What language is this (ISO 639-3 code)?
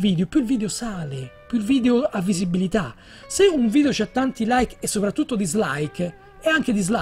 ita